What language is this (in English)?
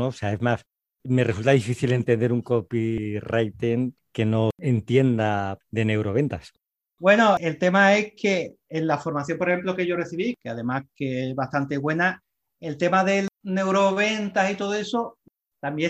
Spanish